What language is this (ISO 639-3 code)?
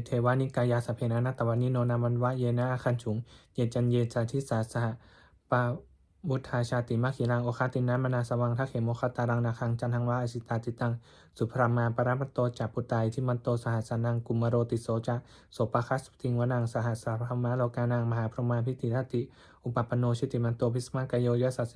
pli